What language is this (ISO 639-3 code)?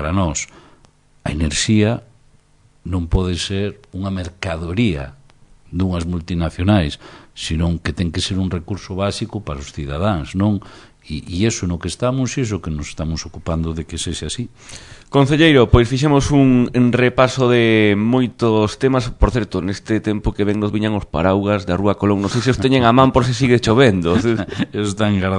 glg